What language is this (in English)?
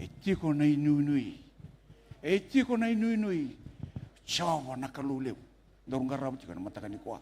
Fijian